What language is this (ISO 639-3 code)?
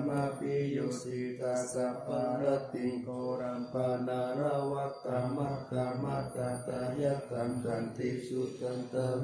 pli